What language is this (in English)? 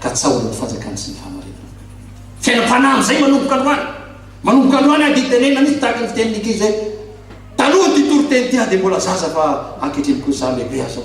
Malagasy